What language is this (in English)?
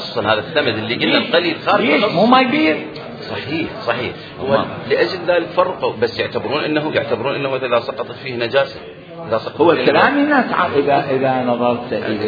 Mesopotamian Arabic